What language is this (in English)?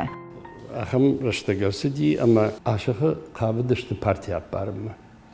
Ossetic